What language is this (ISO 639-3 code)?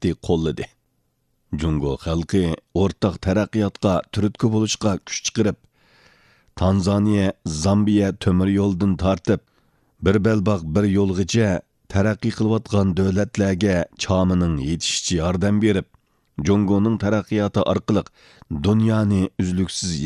uig